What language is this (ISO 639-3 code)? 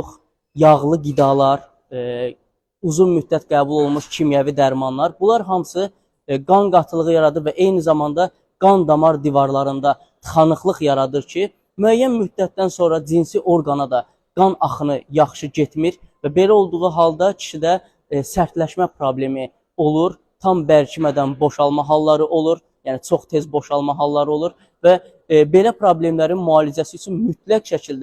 aze